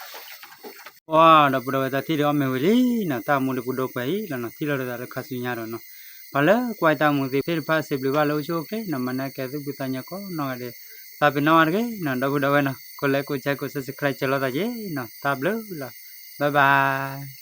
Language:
S'gaw Karen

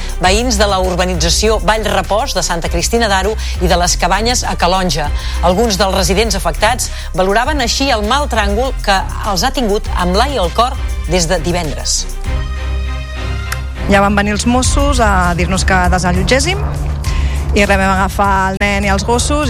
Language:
Catalan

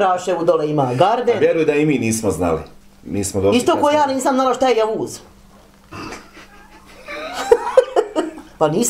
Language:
Bosnian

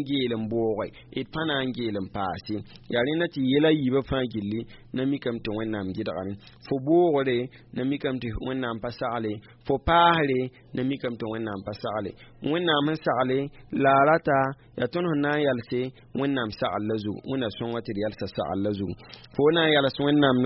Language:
Mossi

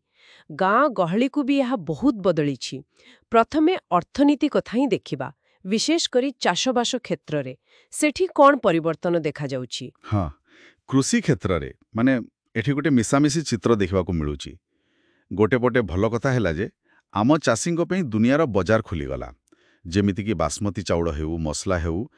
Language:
Odia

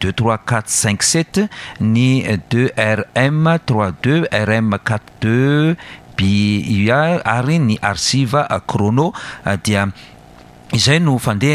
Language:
Malagasy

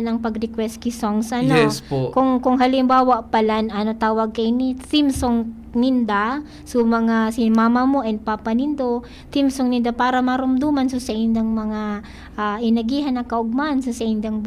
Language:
Bikol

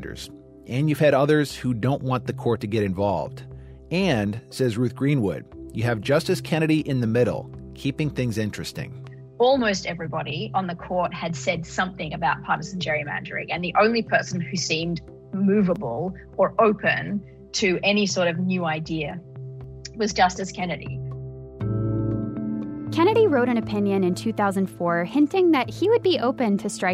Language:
English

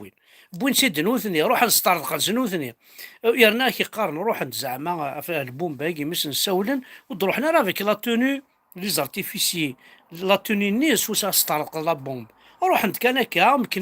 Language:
Kabyle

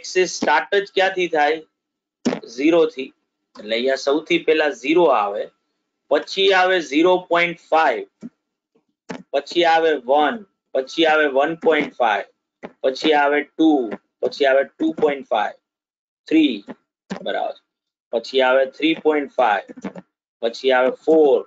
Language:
Gujarati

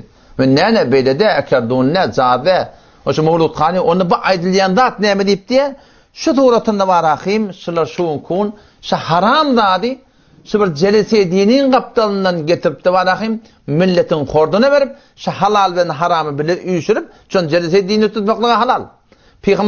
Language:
Turkmen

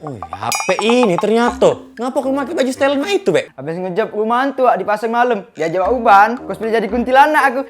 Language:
Musi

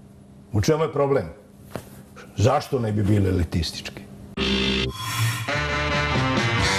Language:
Serbian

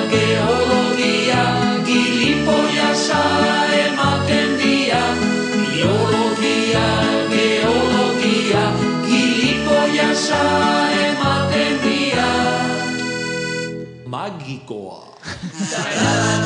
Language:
Basque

